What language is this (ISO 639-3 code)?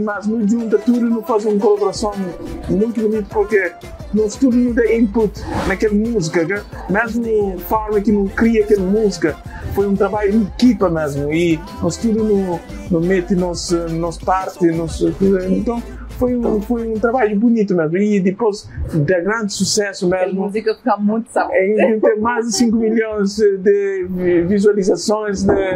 kea